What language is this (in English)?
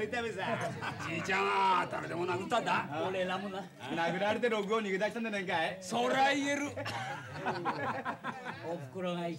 Japanese